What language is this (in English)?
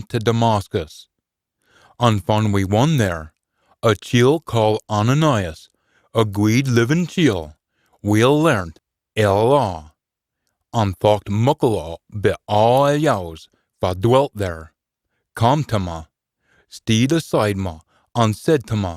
Scots